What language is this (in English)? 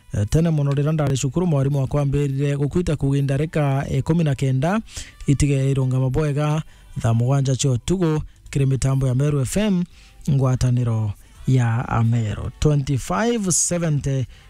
Meru